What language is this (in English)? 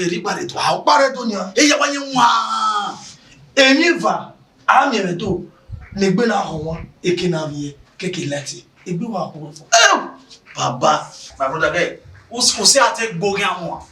Bini